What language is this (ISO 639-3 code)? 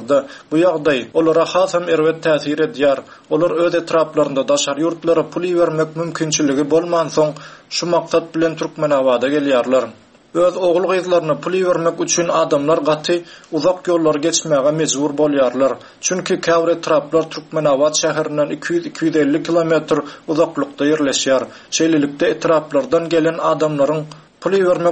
tuk